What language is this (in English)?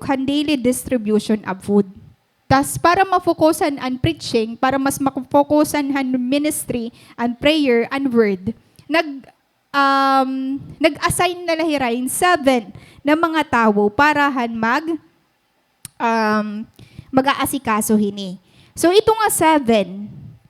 Waray